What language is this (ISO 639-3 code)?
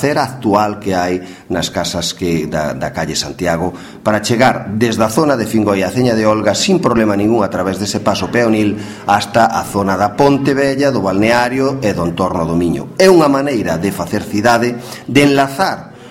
glg